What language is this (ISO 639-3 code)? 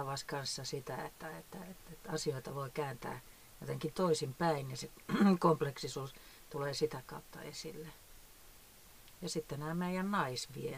fin